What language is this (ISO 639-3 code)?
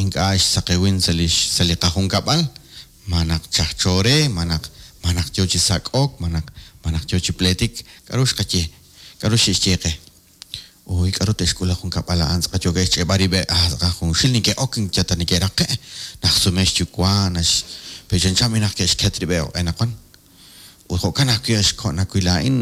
kek